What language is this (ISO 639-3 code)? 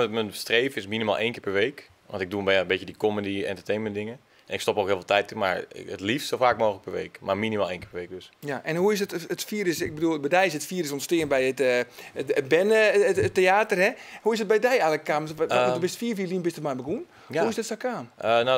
fry